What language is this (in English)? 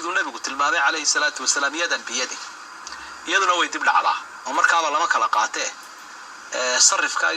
Somali